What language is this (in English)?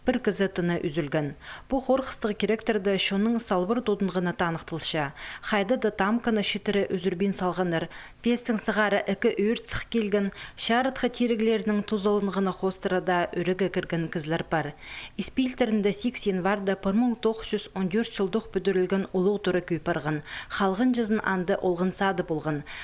Khakas